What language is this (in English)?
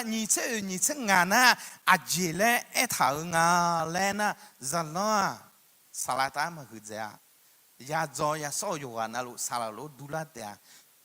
Akha